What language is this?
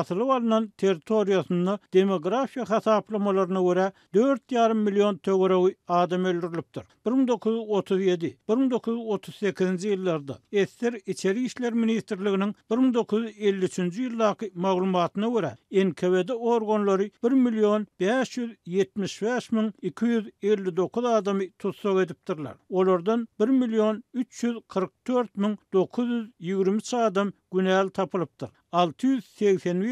Turkmen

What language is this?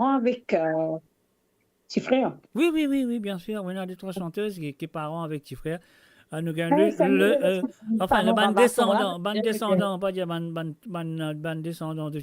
Morisyen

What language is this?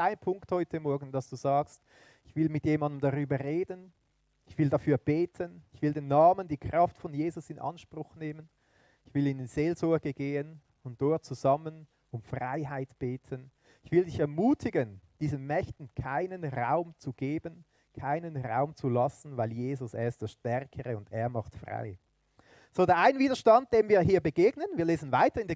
Swiss German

